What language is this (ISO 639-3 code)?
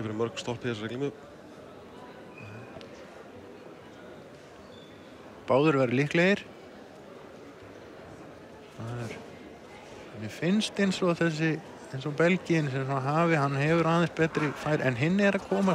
isl